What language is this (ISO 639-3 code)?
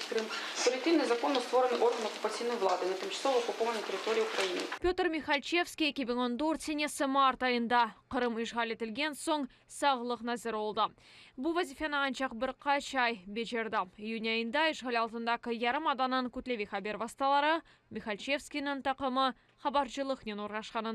crh